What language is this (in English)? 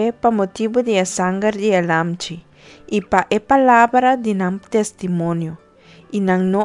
Papiamento